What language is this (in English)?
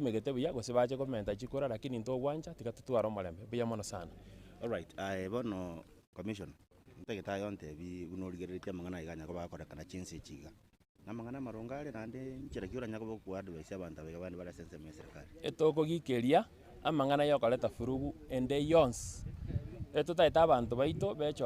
Gusii